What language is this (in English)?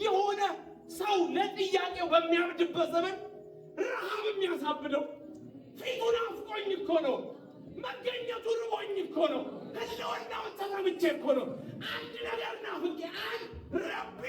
Amharic